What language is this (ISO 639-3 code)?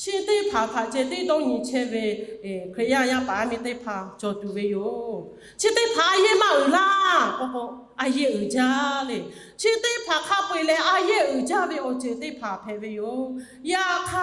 lhu